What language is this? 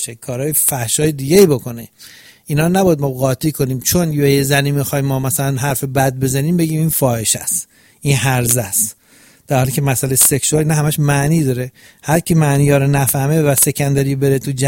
Persian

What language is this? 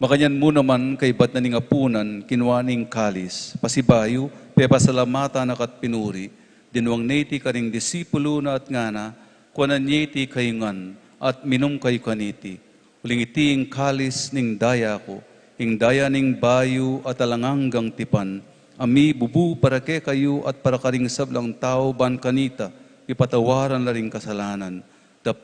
Pampanga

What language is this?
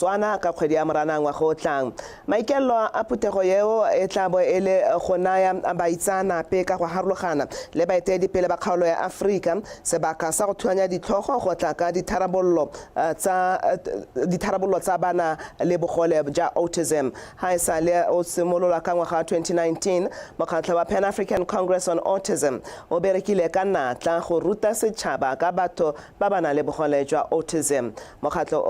Tswana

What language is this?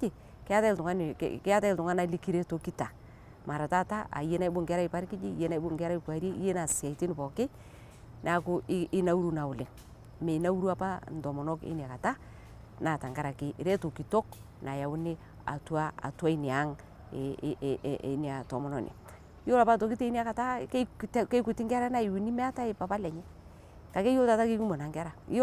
Masai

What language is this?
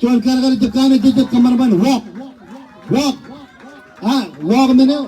Marshallese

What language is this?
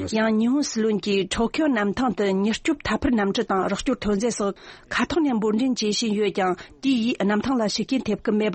Tibetan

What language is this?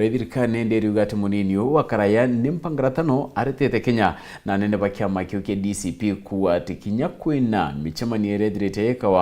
Meru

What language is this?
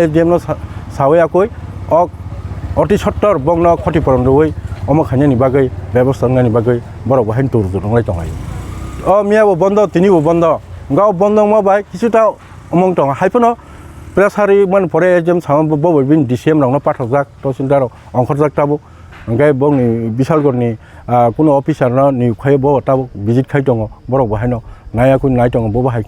Kok Borok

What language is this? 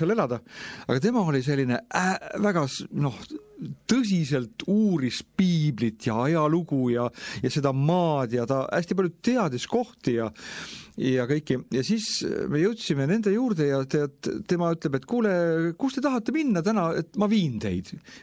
Estonian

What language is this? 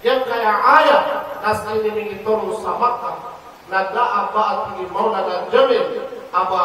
Maranao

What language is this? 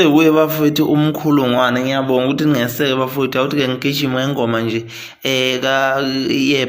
Zulu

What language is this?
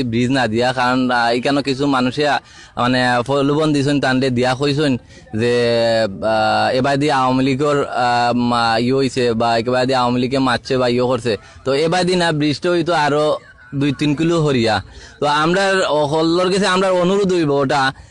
Sylheti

